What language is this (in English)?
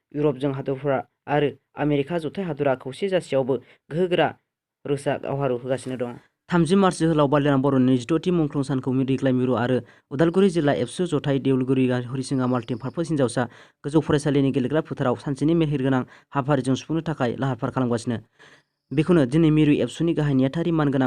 Bodo